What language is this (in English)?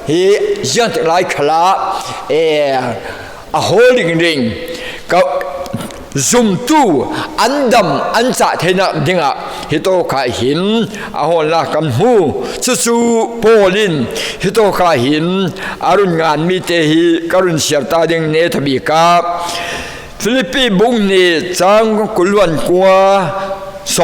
Falam Chin